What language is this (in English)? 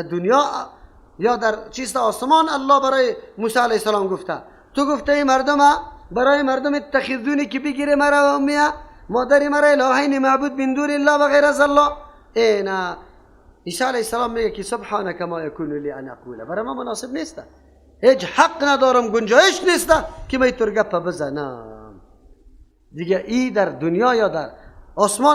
Persian